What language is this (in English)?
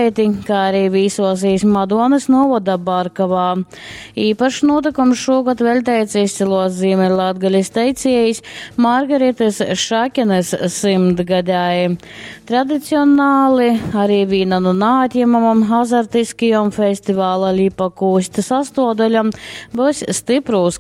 Latgalian